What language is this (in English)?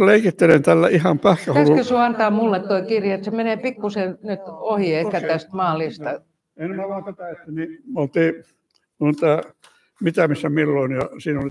Finnish